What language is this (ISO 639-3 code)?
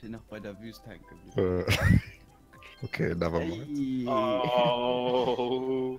ltz